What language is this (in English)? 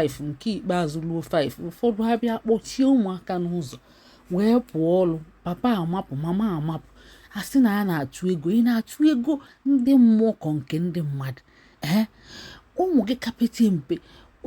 Igbo